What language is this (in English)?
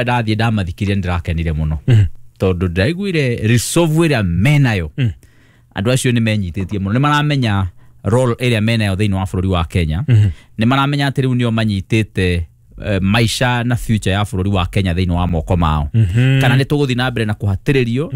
Kikuyu